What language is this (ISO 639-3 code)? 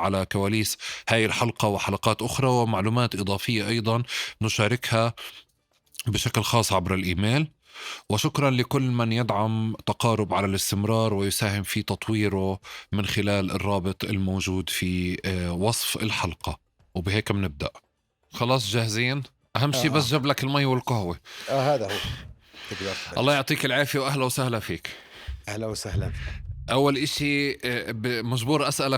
apc